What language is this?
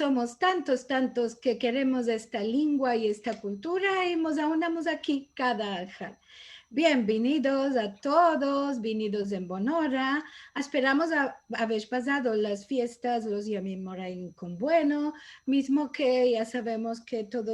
Ladino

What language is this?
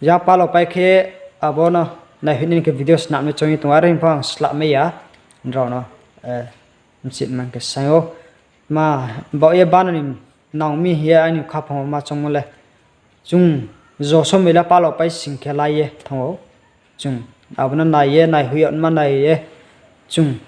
Riang (India)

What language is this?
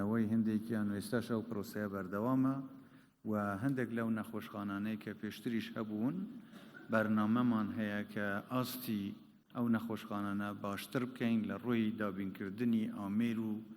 Central Kurdish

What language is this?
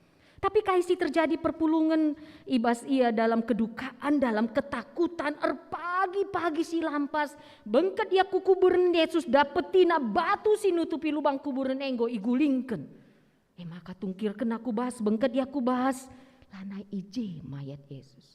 Batak Karo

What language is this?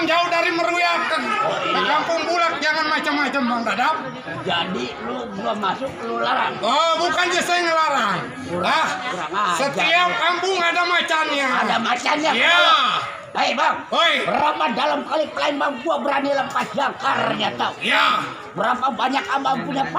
Betawi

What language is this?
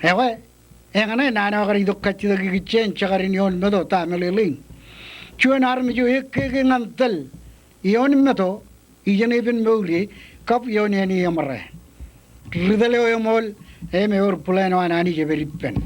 Marshallese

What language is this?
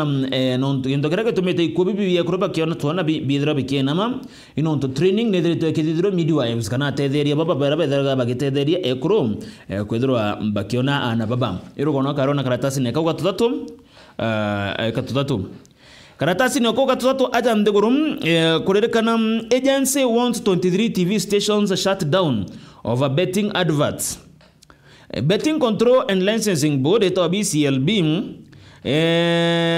Meru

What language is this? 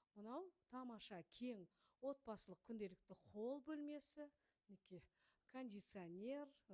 Kazakh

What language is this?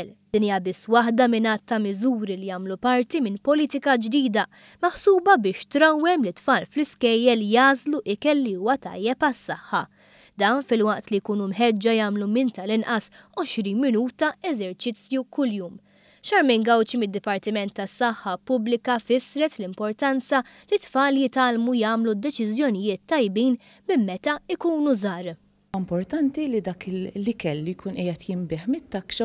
Maltese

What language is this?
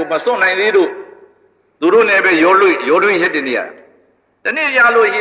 Burmese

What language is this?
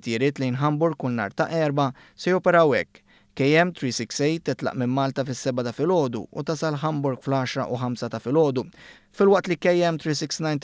Maltese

